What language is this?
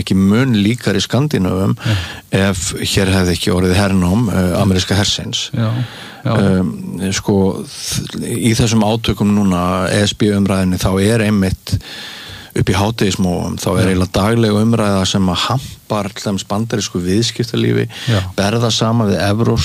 Icelandic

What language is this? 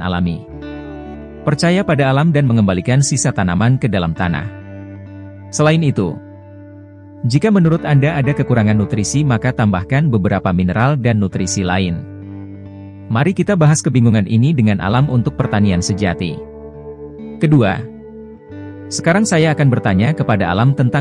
Indonesian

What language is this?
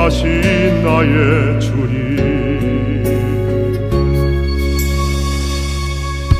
Korean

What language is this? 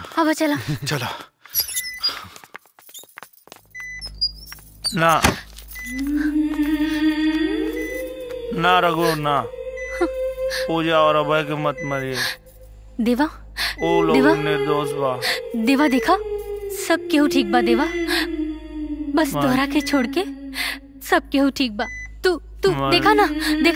Bhojpuri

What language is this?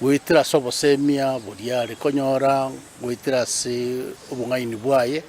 Gusii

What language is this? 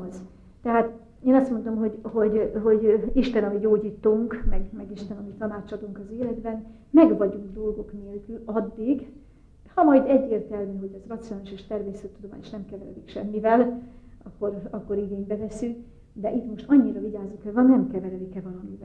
Hungarian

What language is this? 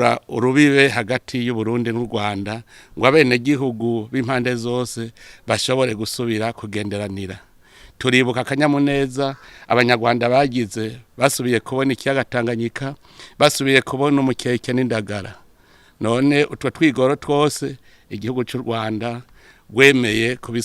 Rundi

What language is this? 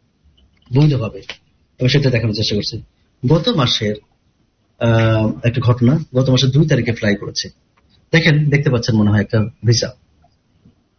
Bangla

